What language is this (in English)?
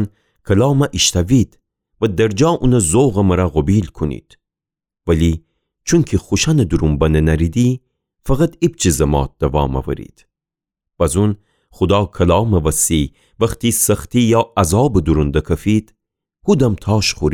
Gilaki